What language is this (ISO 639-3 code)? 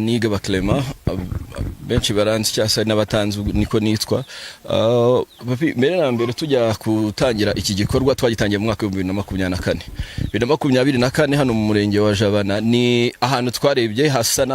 kin